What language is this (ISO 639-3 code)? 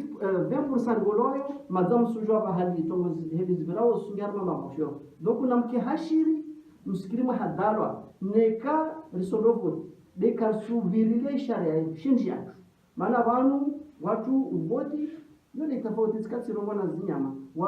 zdj